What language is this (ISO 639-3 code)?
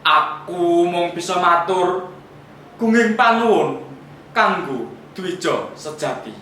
jav